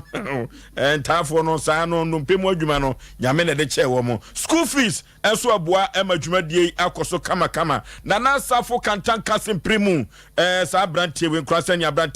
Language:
Akan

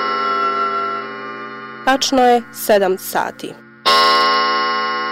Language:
Bosnian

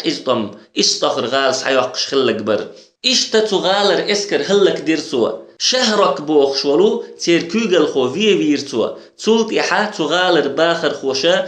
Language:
Chechen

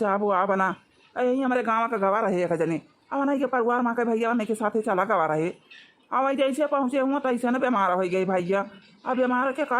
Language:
Awadhi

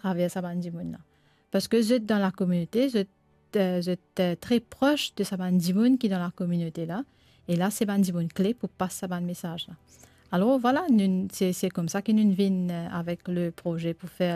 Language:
Morisyen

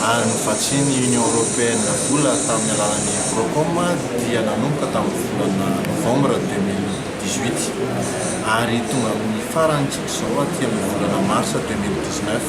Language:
Malagasy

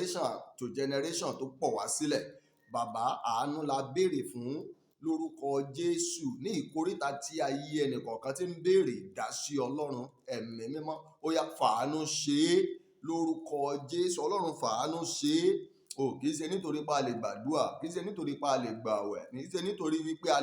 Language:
Yoruba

